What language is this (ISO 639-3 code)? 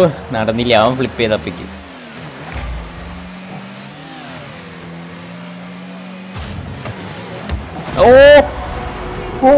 mal